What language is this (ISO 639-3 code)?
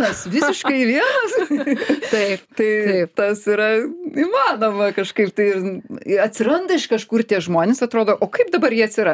lit